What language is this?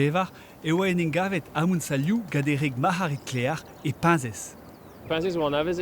Breton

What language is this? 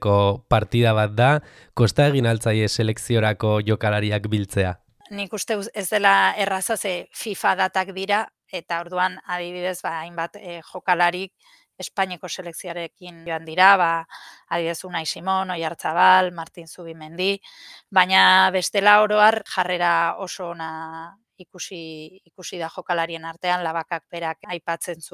Basque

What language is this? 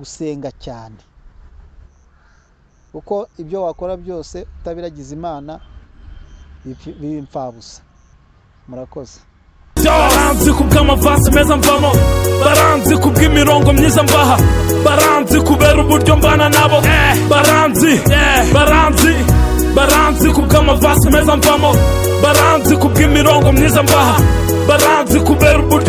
Kinyarwanda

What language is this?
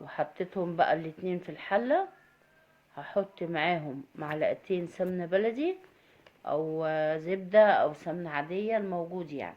Egyptian Arabic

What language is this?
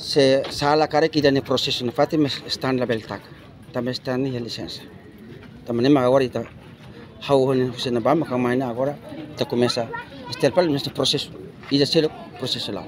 Tetum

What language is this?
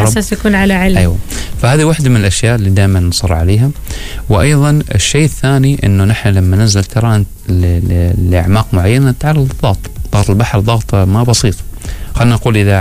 Arabic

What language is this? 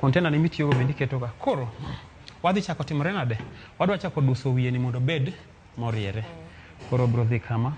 Luo (Kenya and Tanzania)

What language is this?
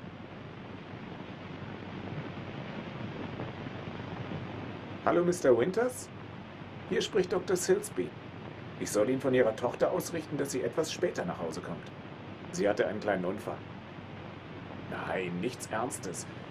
German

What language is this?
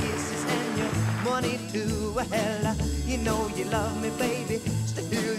English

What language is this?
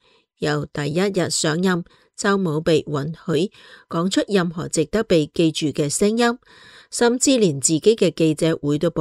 Cantonese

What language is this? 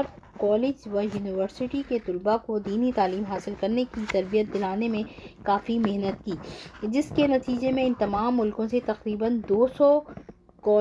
Urdu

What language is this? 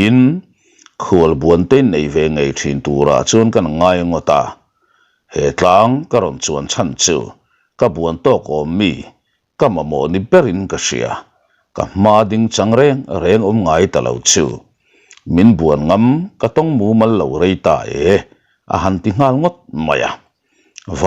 Mizo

